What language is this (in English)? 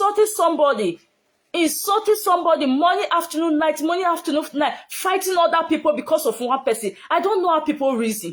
Nigerian Pidgin